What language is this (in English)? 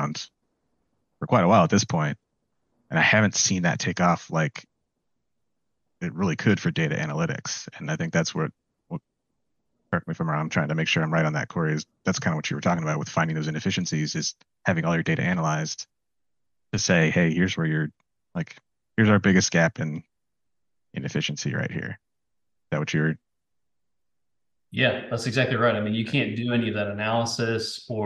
English